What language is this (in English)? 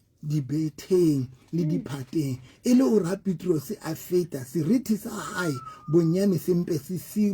Southern Sotho